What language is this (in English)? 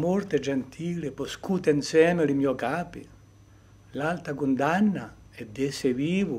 Corsican